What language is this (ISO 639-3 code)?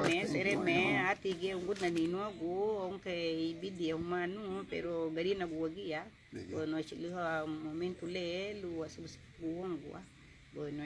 cab